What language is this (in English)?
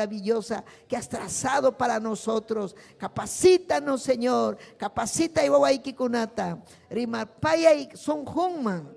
Ayacucho Quechua